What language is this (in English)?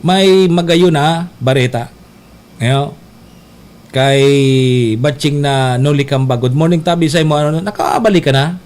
Bikol